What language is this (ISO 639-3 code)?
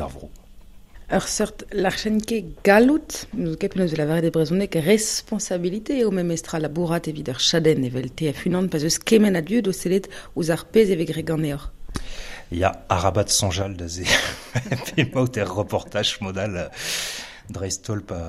bre